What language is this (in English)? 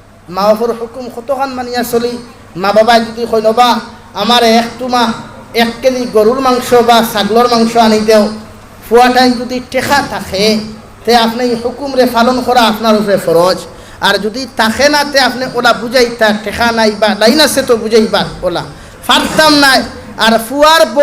Sylheti